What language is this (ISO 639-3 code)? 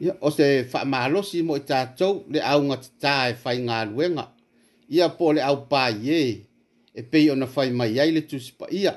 smo